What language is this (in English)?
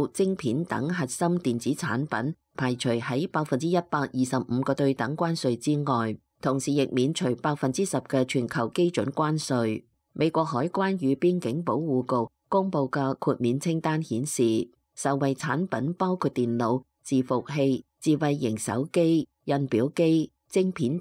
Cantonese